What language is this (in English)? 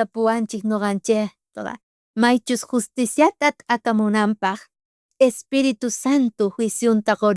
South Bolivian Quechua